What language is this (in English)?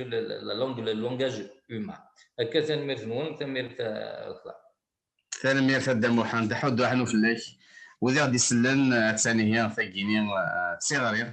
Kabyle